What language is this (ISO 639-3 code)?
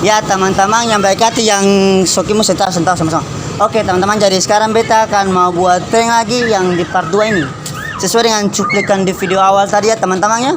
abs